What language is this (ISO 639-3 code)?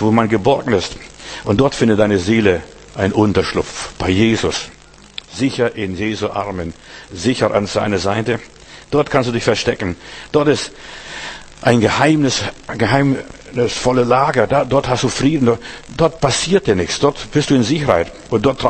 deu